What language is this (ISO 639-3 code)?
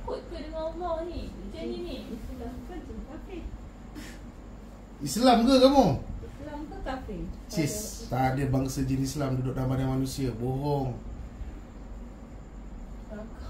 msa